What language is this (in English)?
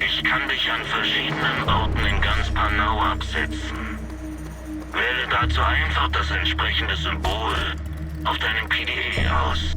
Bavarian